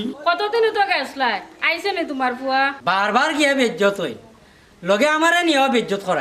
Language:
Sylheti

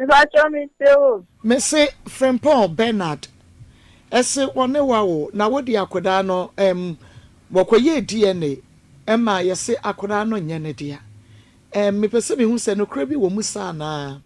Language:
Akan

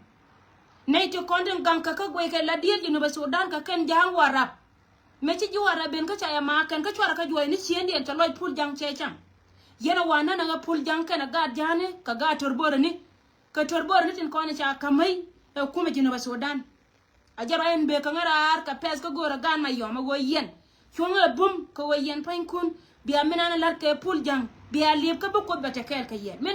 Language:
Nuer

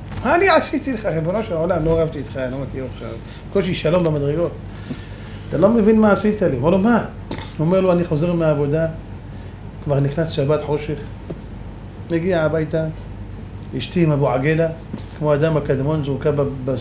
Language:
Hebrew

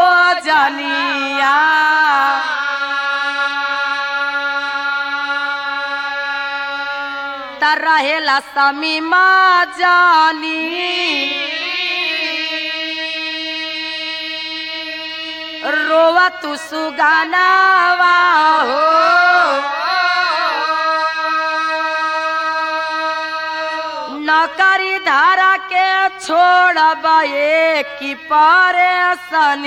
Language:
Bhojpuri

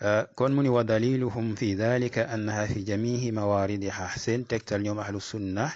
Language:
Wolof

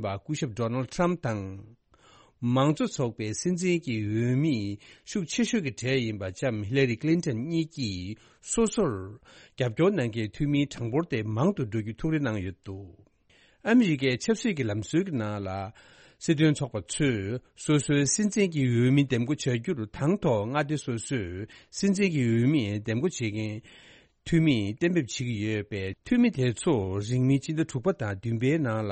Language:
Tibetan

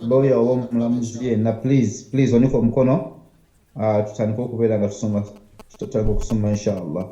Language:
Ganda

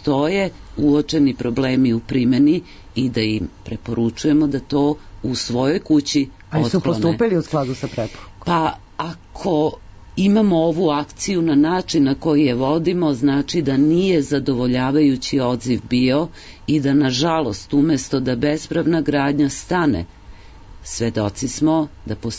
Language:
Serbian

